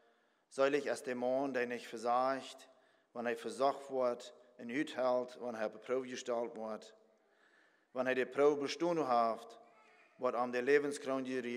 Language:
Plautdietsch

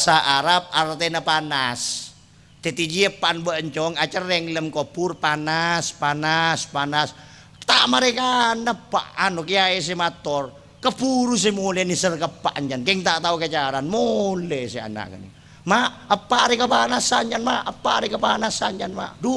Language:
Madurese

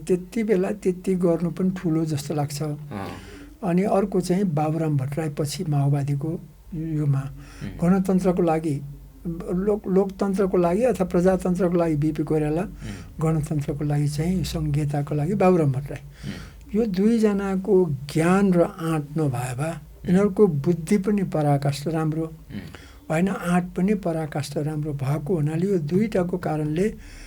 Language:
Nepali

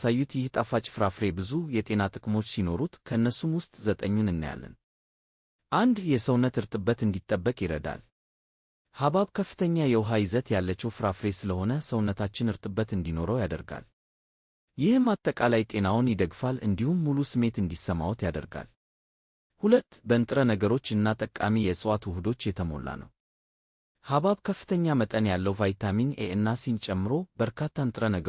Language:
Amharic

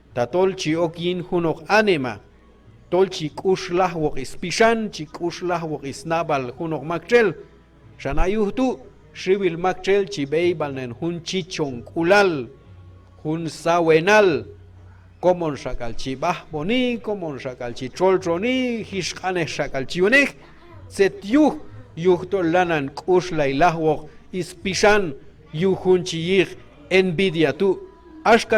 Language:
Q'anjob'al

